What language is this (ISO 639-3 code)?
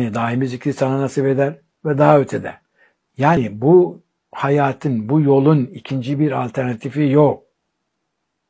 tur